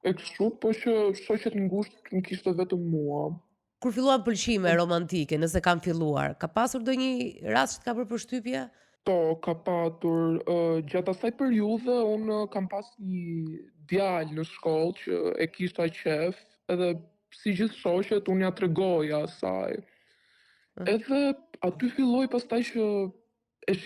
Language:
Albanian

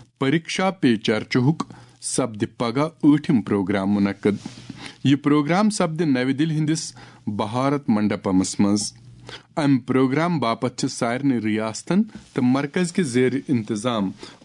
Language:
Kashmiri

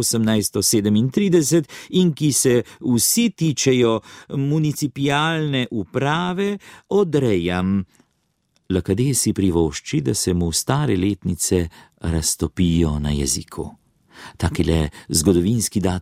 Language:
Slovenian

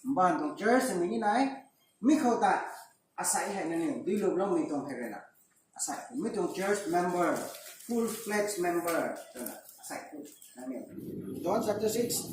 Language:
Rongmei Naga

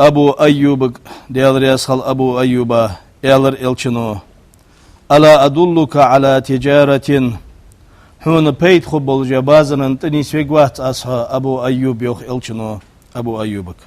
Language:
Ingush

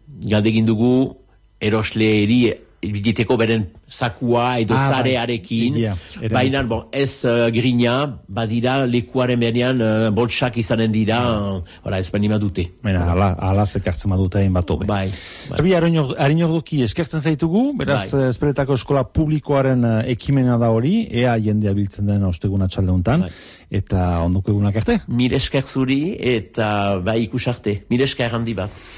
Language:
Basque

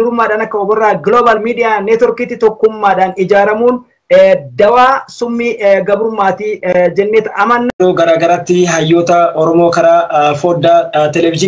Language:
Oromo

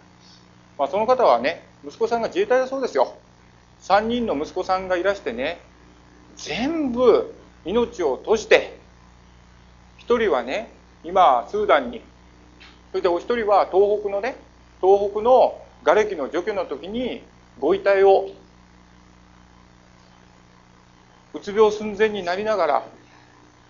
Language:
Japanese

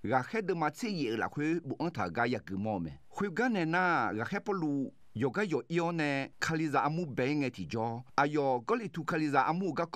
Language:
Akha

